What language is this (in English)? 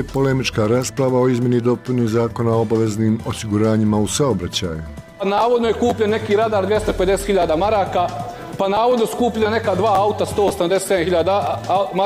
Bosnian